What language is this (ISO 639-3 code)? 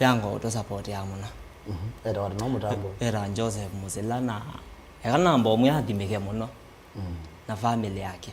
kam